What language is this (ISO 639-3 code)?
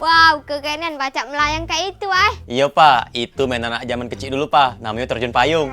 mui